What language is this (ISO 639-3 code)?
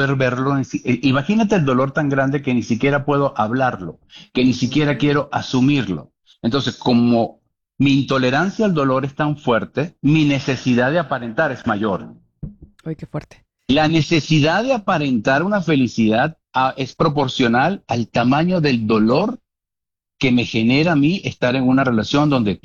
spa